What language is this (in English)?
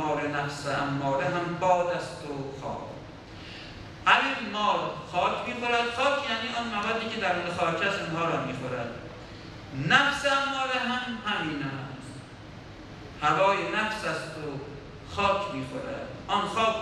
Persian